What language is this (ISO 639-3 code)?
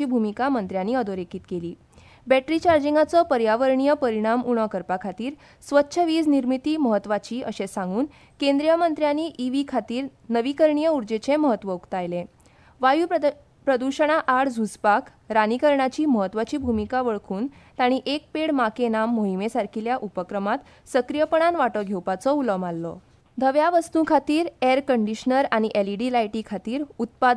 kok